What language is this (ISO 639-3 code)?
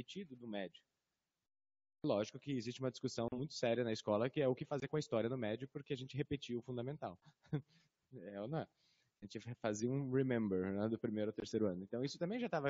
por